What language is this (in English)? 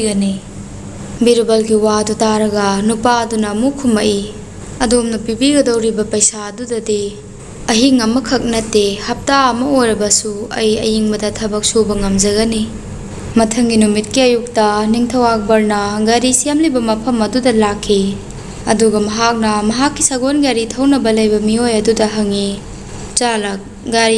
Manipuri